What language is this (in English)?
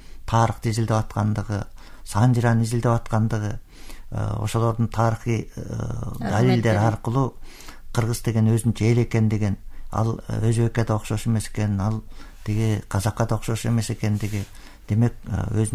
Kyrgyz